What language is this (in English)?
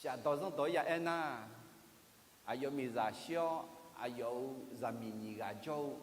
Akha